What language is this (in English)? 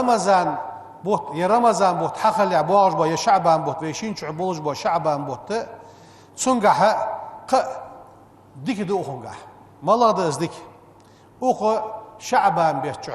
Ingush